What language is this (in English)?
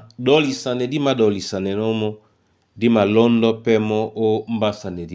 Duala